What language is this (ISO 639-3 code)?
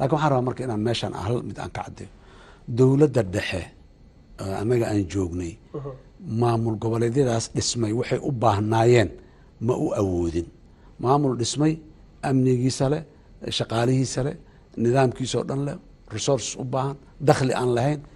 som